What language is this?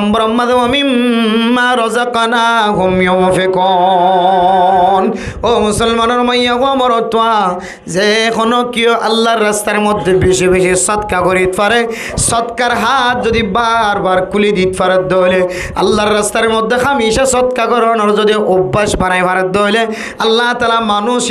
Rohingya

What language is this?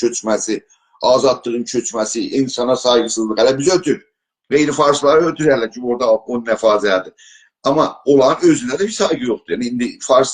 South Azerbaijani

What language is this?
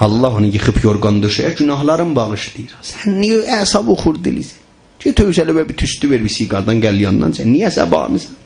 South Azerbaijani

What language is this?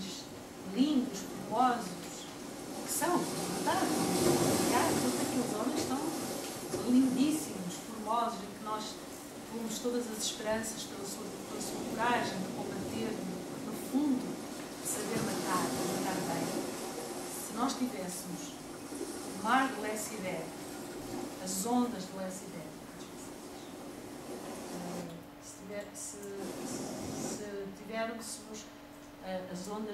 Portuguese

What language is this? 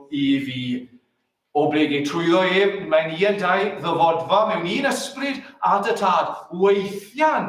Welsh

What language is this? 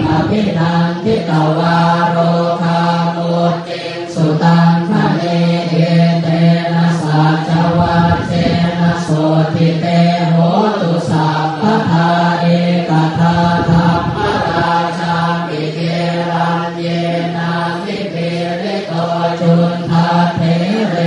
Pali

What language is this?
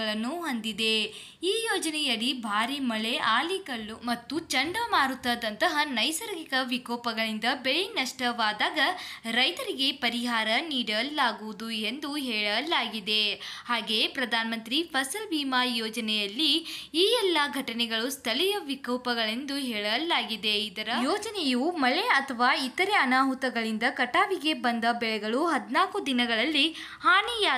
Kannada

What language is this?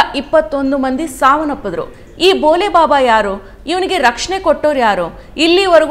Kannada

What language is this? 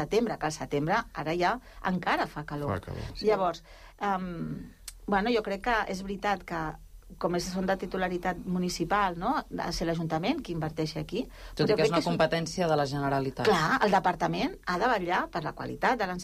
Catalan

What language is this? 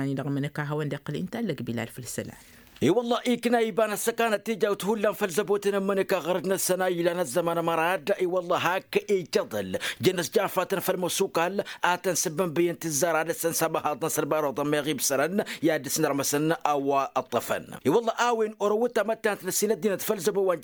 Tamasheq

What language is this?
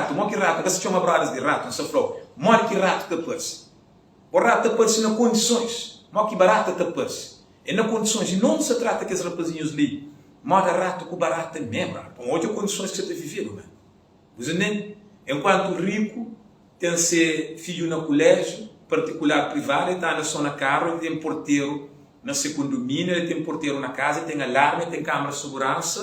Kabuverdianu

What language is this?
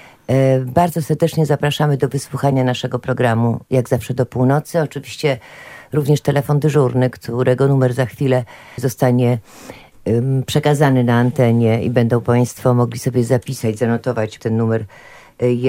Polish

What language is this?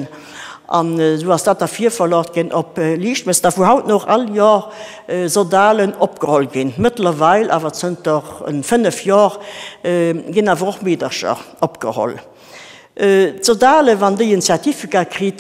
Luxembourgish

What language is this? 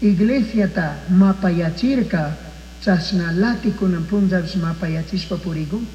Chimborazo Highland Quichua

